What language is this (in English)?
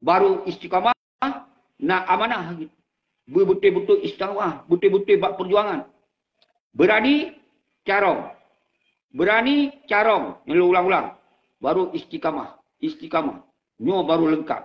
Achinese